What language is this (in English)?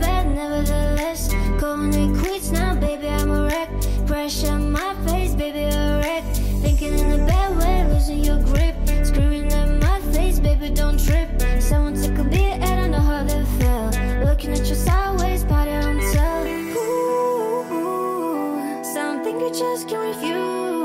English